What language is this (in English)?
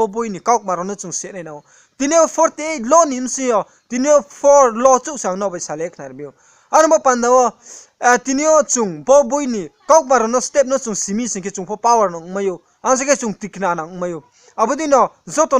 Riang (India)